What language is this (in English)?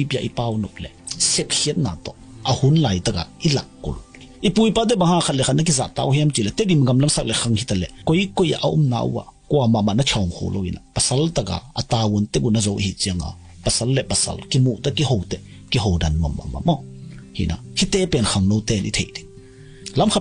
Tedim Chin